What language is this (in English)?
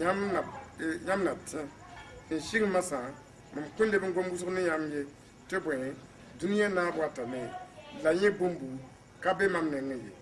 Mossi